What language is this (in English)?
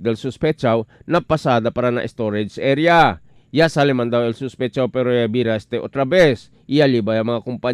Chavacano